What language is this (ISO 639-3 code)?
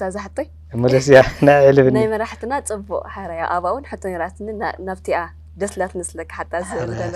tir